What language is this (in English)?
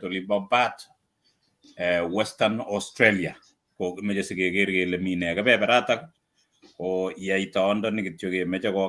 Kalenjin